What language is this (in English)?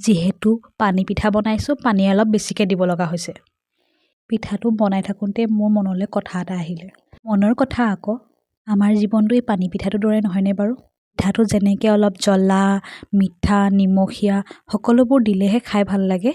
Assamese